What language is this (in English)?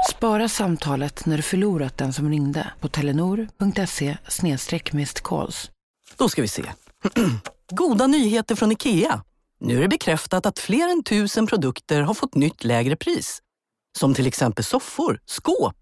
Swedish